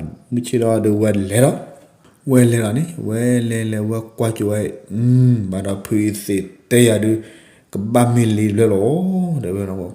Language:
S'gaw Karen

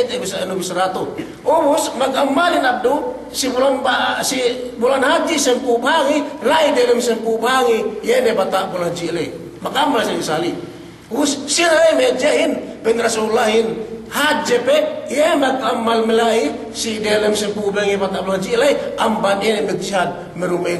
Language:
Yakan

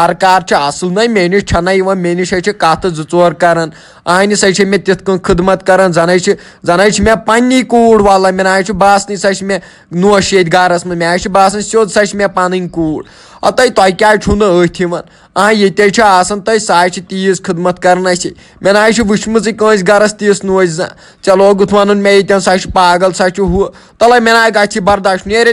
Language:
Kashmiri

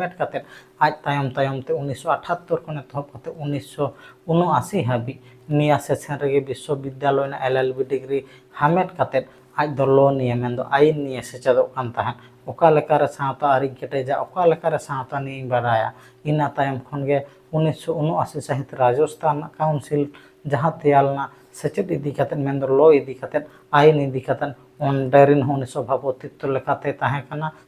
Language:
Santali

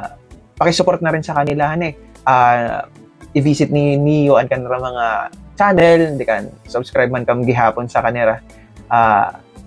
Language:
Waray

